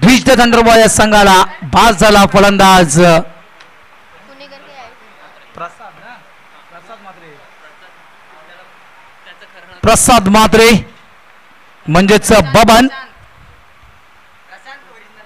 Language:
Marathi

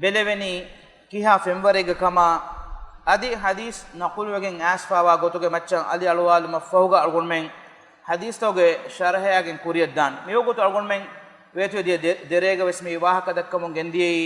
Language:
Divehi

